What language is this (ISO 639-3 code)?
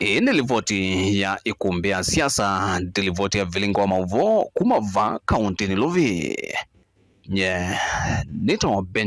kam